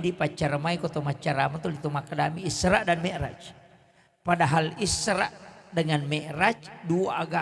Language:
Buginese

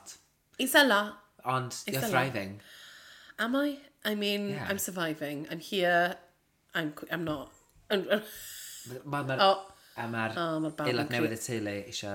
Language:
Welsh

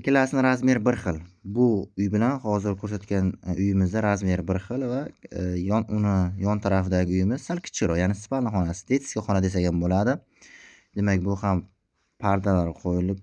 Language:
Uzbek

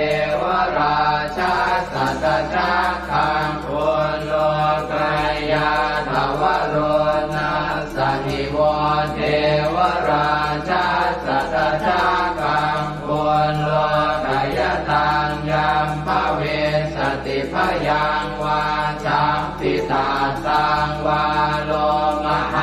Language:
Pali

